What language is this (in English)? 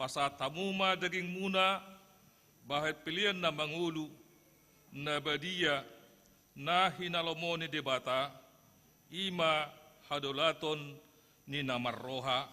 Batak Toba